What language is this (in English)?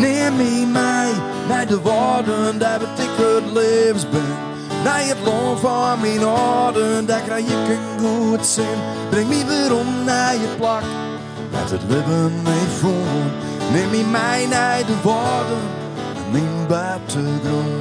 Western Frisian